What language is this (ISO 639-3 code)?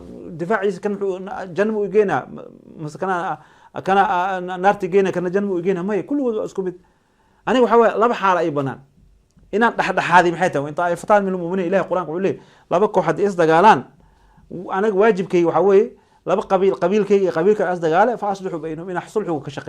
som